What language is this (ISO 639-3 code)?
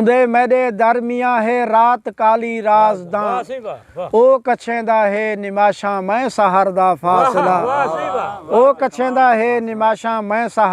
skr